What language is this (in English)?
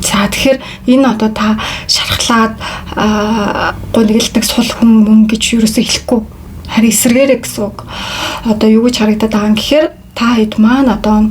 Mongolian